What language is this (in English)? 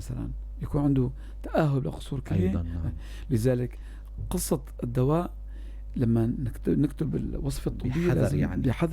North Levantine Arabic